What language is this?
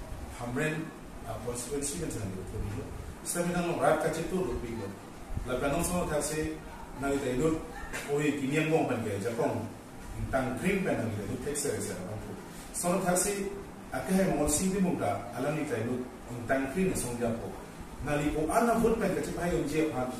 Karbi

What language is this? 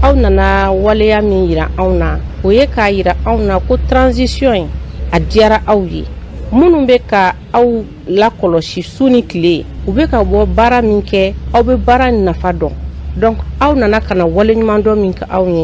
Bambara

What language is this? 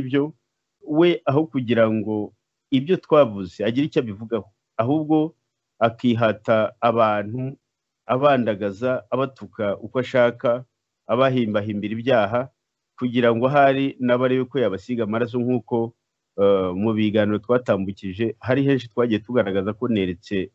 Kinyarwanda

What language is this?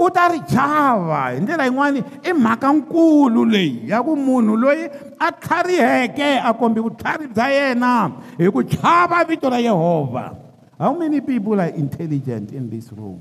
Tsonga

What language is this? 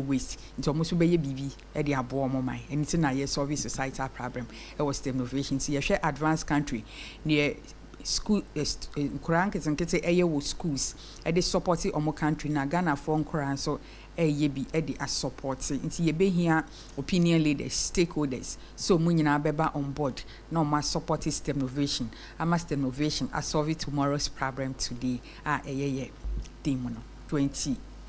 Akan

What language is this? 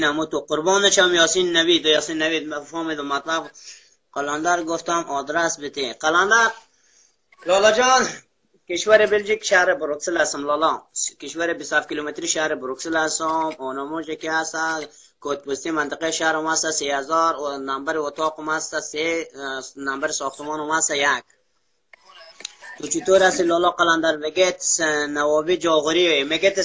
Persian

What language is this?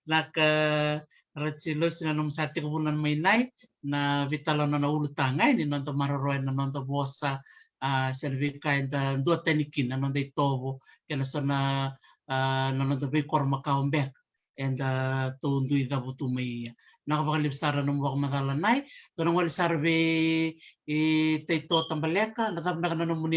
Fijian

